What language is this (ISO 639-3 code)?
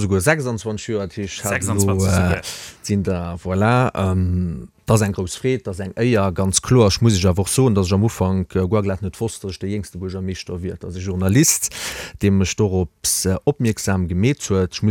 ltz